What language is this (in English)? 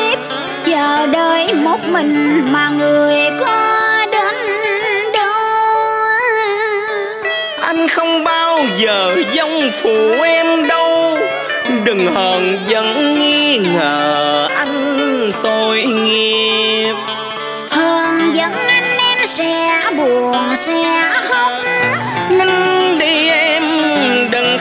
Vietnamese